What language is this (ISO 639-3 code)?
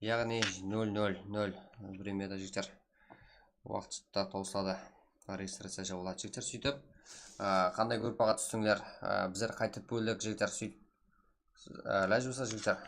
kaa